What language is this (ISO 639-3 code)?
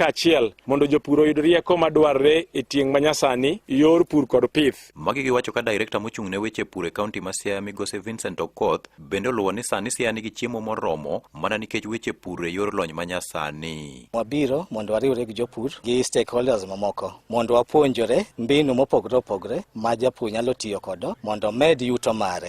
luo